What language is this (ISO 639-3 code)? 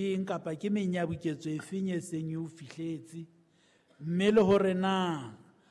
sot